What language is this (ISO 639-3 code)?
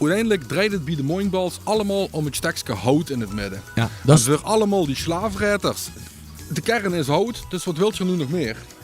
lim